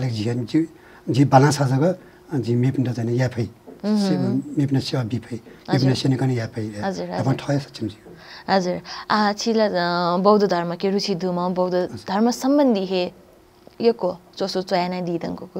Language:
Newari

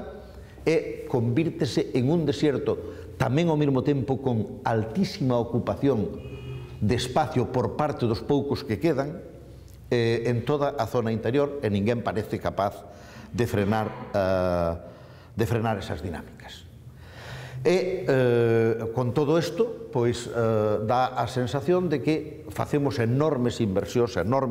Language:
Galician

